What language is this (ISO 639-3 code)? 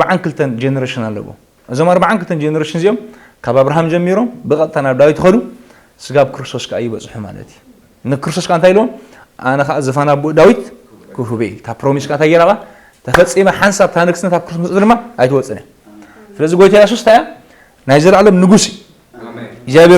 tir